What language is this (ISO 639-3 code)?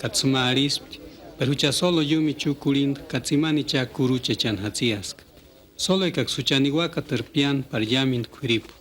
tsz